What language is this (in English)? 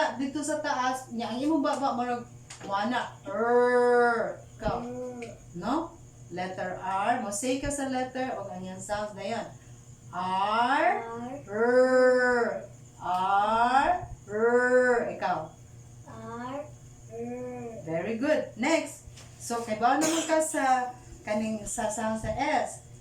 Cebuano